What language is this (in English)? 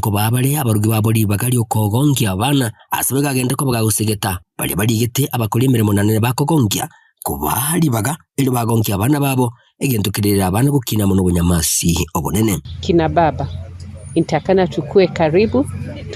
Gusii